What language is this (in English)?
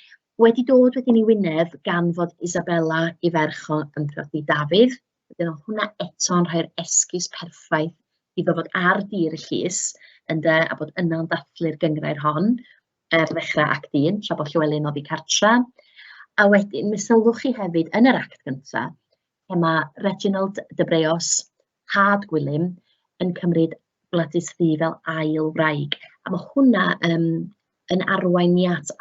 Welsh